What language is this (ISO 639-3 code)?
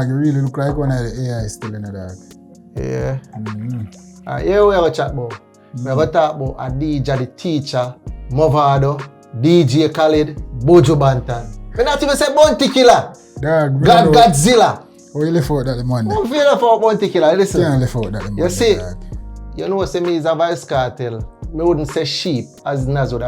jam